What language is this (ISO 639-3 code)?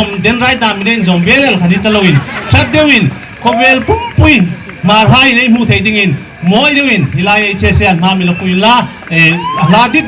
hmr